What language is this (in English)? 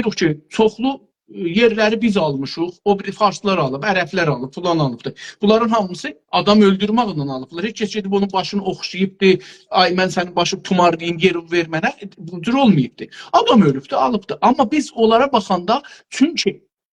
South Azerbaijani